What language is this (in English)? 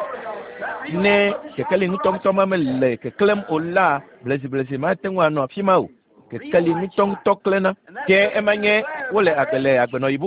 Ewe